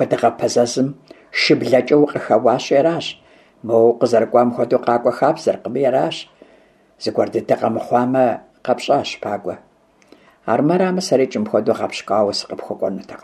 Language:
Kabardian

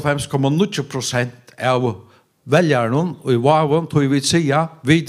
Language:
Faroese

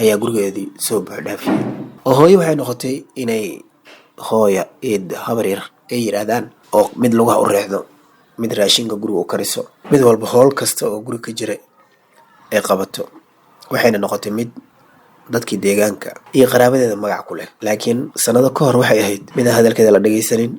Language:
Somali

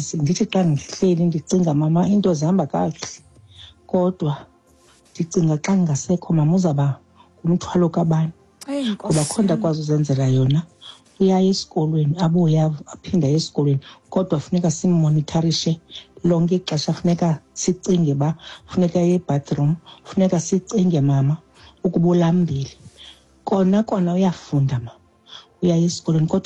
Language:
Xhosa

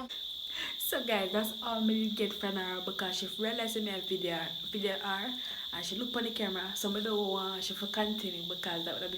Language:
Jamaican Creole English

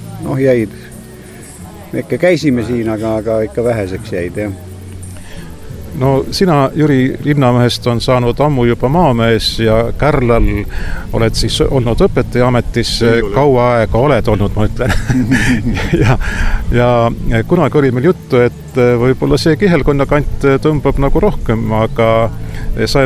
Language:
Estonian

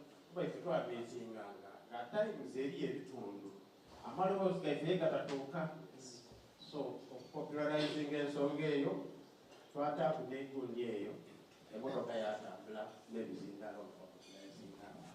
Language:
Soga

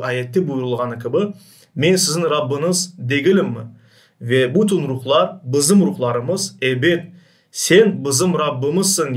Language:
Crimean Tatar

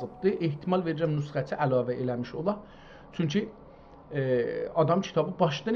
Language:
South Azerbaijani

